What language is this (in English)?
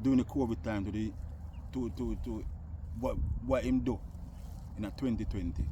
Jamaican Creole English